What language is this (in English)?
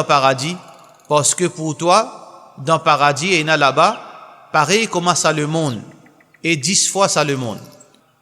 Morisyen